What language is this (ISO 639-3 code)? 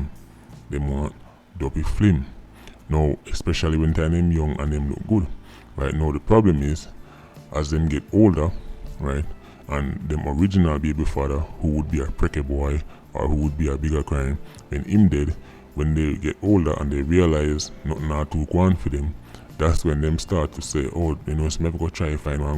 jam